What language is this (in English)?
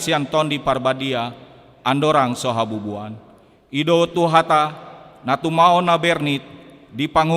Batak Toba